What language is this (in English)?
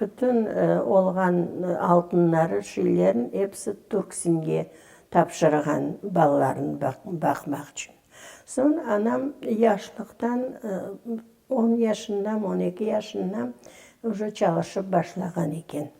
Crimean Tatar